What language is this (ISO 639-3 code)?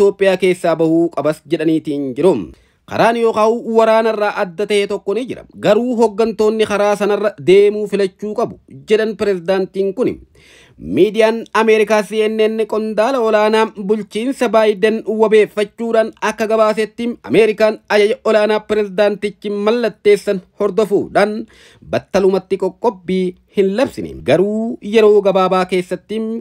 orm